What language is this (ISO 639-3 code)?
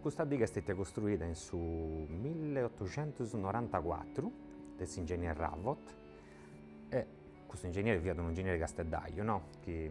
srd